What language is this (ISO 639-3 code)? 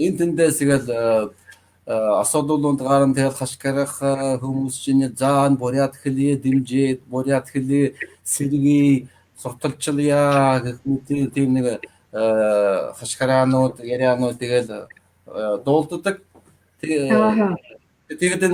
mon